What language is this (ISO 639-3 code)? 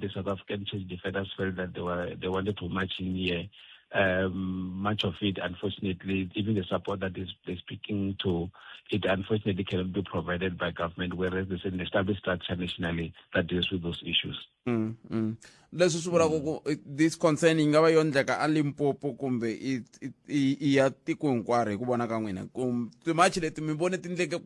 tso